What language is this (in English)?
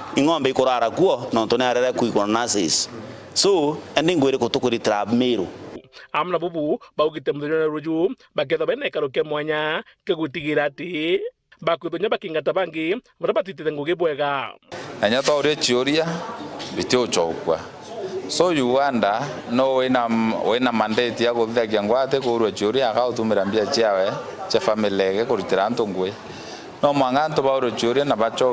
Meru